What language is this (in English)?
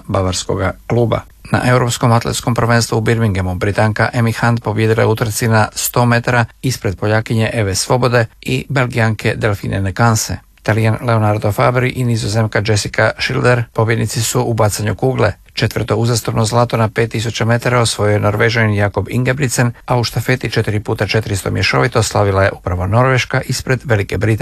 Croatian